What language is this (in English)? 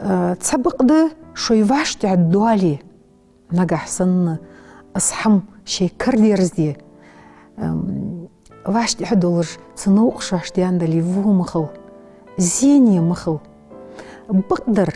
Ingush